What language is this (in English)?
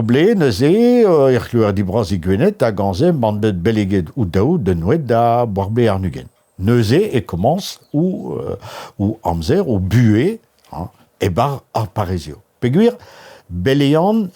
Breton